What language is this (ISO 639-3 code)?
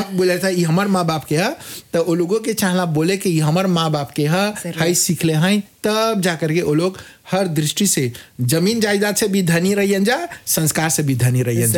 bho